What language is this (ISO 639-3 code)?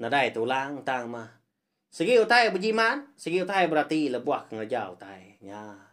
iba